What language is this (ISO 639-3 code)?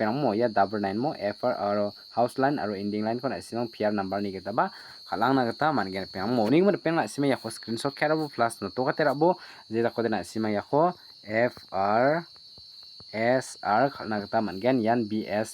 grt